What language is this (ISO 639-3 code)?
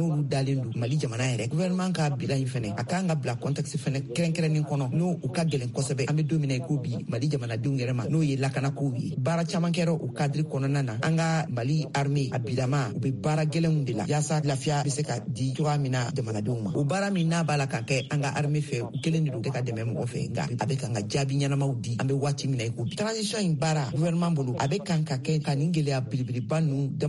bam